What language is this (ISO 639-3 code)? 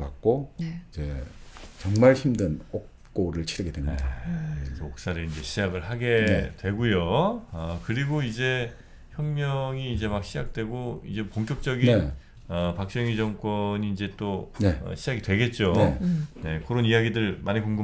kor